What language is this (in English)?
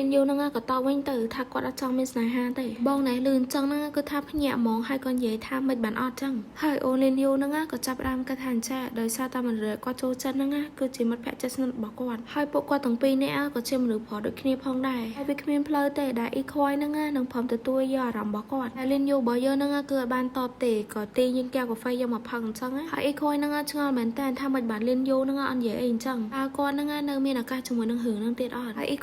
Khmer